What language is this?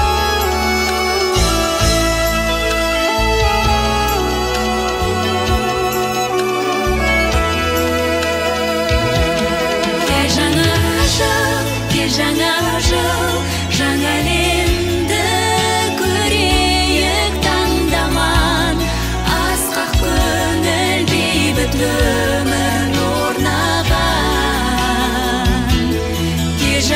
Kazakh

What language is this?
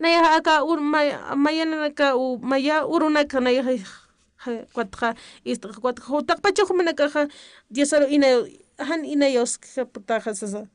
Aymara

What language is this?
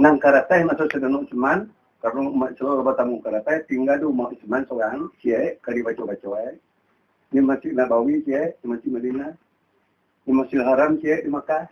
Minangkabau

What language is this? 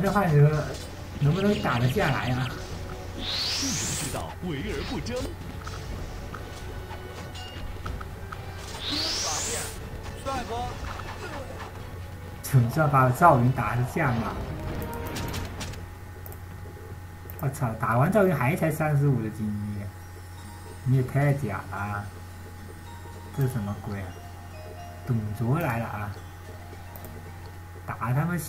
Chinese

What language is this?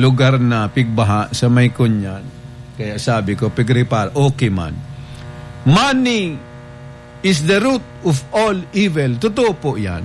Bikol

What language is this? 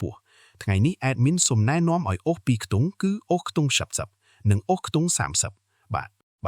Khmer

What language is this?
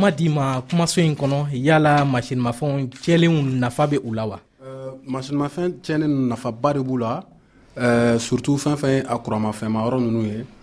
Bambara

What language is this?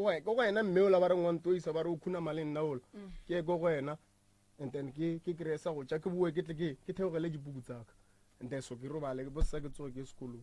Northern Sotho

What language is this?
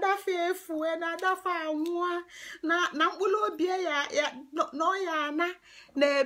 Igbo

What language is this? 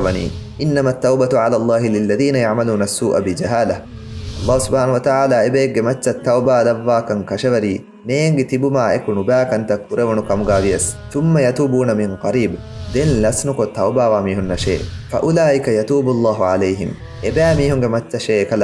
Divehi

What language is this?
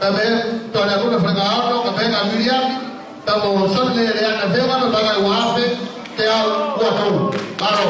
Tongan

